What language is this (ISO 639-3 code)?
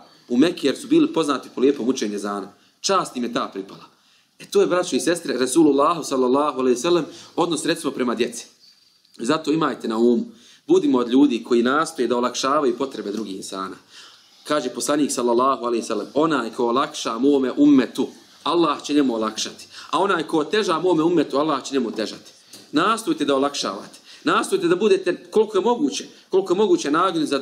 bos